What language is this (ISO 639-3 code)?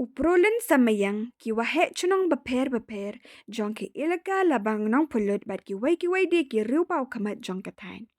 kha